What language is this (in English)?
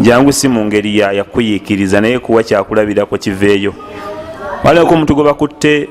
Ganda